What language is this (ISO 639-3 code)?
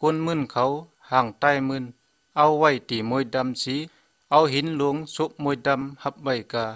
shn